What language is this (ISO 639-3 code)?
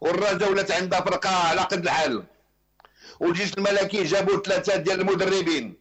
ary